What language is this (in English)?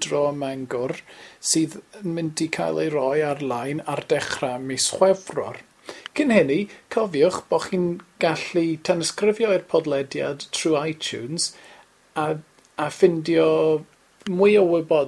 Welsh